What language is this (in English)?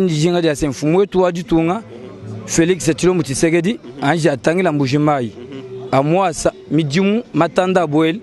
Luba-Lulua